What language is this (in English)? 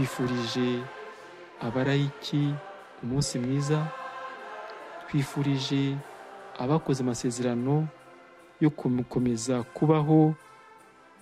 Kinyarwanda